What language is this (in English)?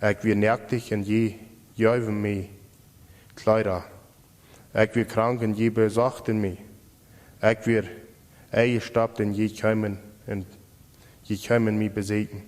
Plautdietsch